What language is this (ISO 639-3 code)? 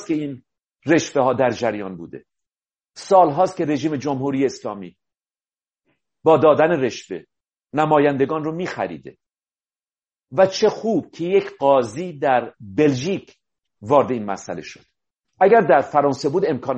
fas